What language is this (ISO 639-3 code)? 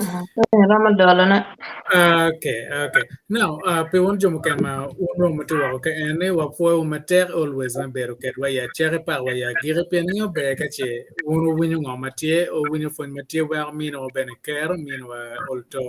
ach